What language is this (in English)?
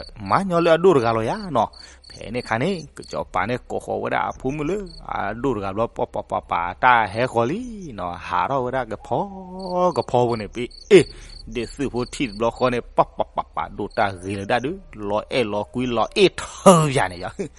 S'gaw Karen